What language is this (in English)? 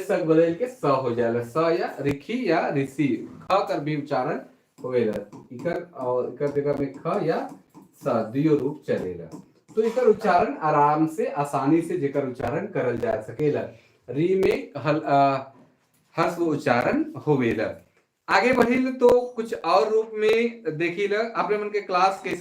Sadri